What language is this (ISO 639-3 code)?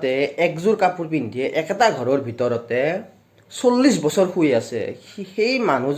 asm